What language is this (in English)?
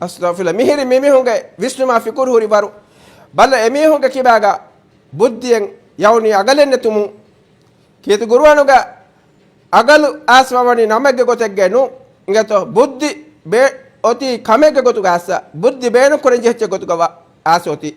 Divehi